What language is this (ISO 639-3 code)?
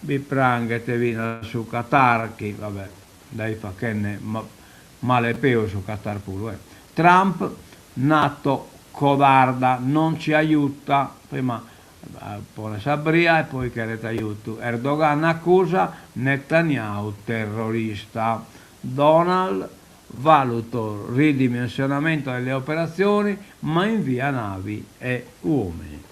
srd